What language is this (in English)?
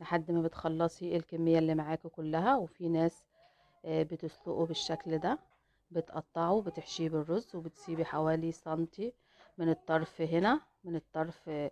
Egyptian Arabic